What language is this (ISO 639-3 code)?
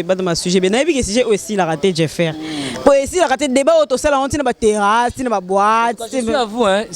lin